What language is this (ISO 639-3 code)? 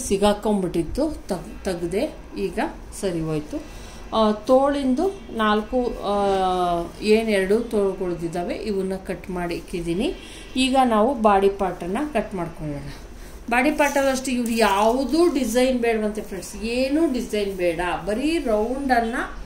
kan